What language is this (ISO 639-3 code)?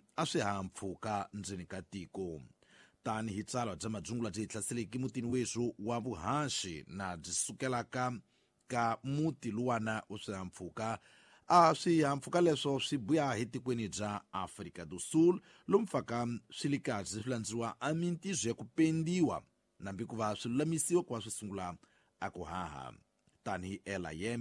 tso